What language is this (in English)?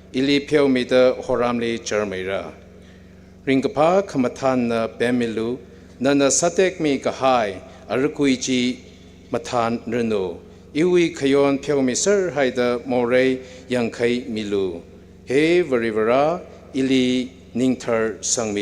Tangkhul Naga (India)